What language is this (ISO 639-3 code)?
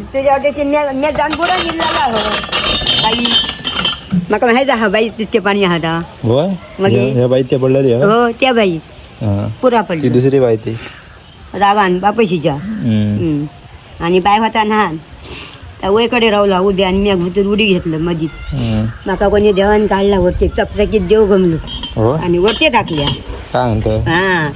kok